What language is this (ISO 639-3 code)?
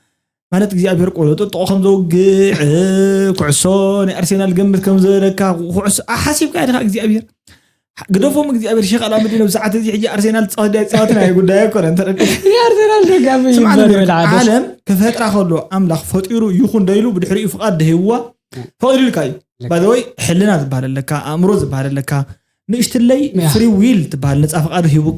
tir